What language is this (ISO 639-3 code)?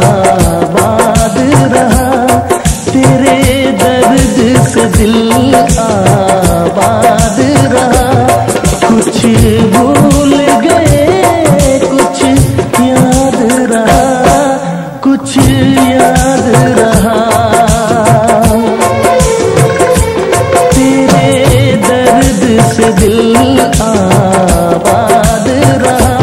hin